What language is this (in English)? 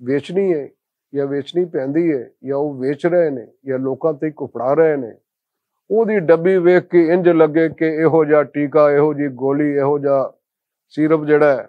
Western Panjabi